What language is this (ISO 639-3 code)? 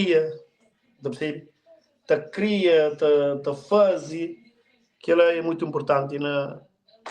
kea